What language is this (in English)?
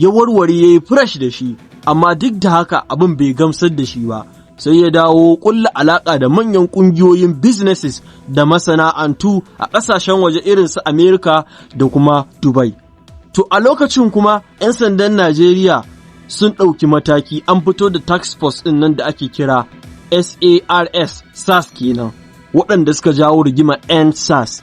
Hausa